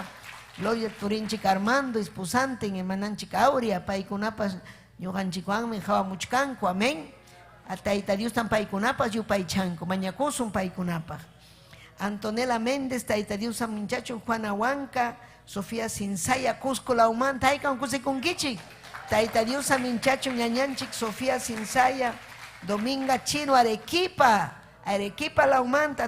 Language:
Ayacucho Quechua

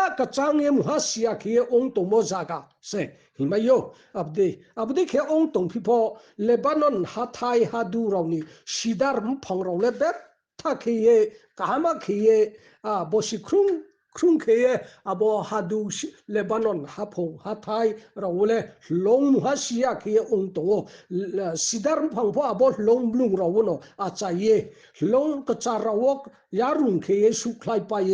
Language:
Riang (India)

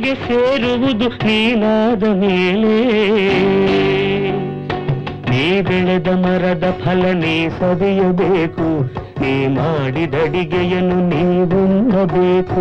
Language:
Kannada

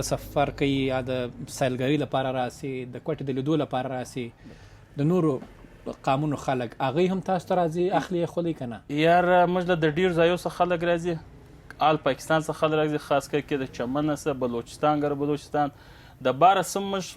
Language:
Pashto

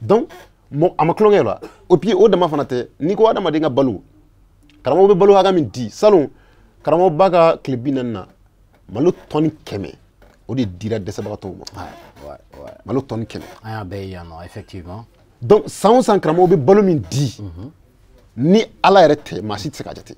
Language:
Bambara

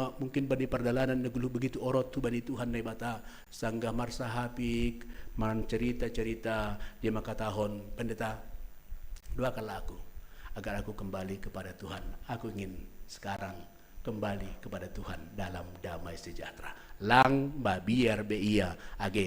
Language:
Batak Simalungun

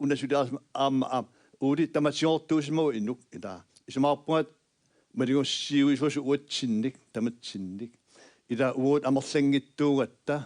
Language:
Kalaallisut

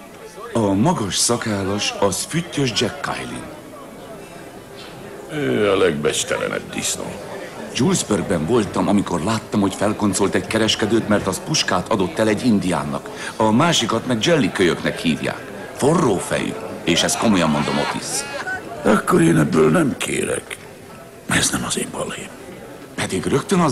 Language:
Hungarian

